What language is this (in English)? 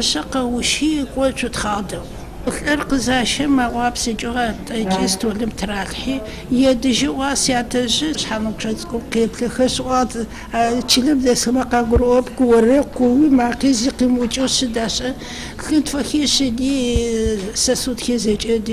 Adyghe